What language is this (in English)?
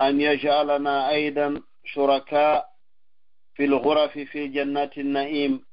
Fula